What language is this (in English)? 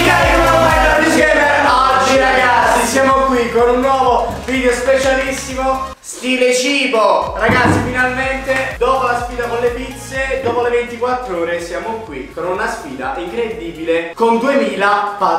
Italian